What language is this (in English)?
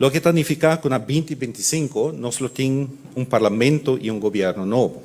Papiamento